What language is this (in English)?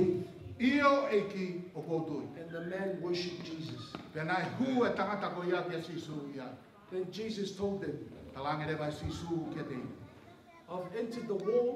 Tongan